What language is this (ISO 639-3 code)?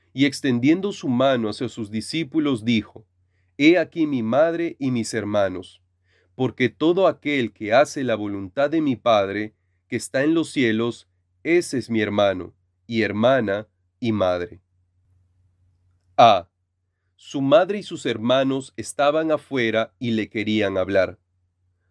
spa